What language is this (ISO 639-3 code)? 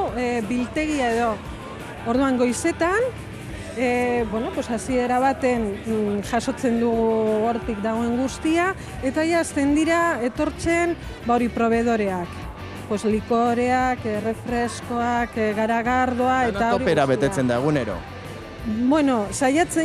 eus